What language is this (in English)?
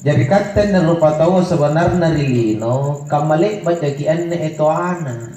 Makasar